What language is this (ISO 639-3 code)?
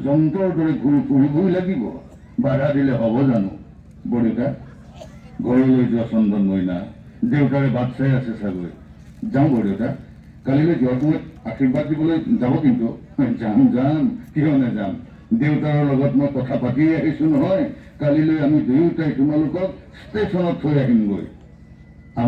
asm